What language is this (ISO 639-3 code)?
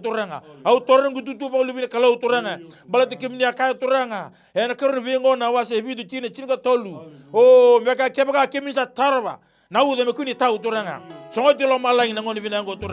fij